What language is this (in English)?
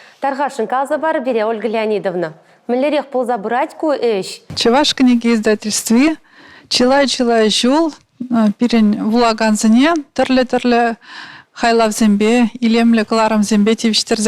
Chuvash